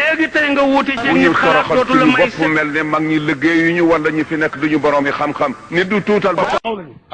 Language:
Wolof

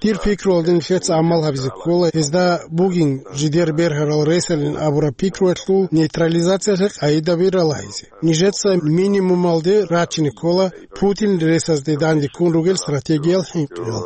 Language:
Avaric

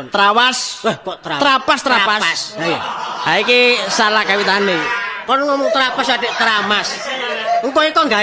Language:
Javanese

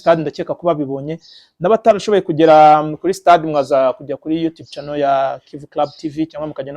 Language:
Kinyarwanda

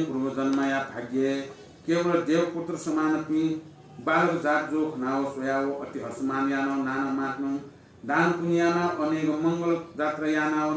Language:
Newari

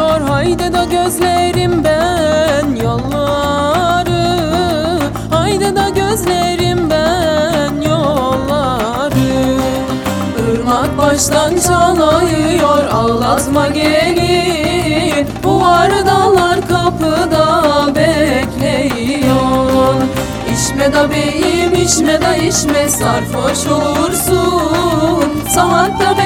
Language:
Turkish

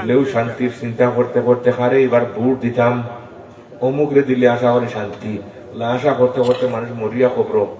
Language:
Sylheti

